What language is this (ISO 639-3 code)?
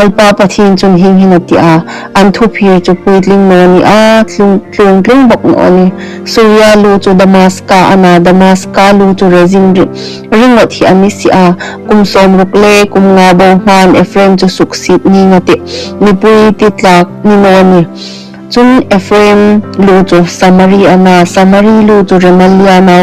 hmr